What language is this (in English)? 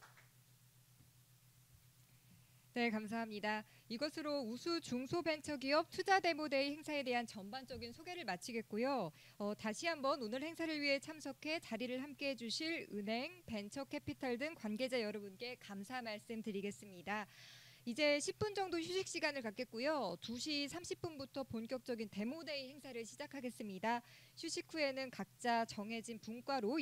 Korean